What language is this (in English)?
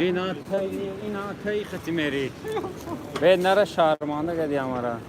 Tajik